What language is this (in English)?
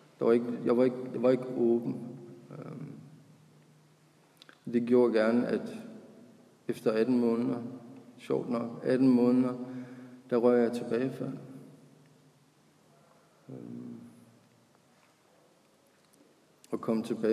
Danish